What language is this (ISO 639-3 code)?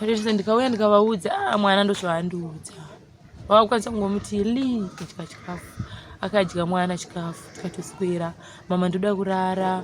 sna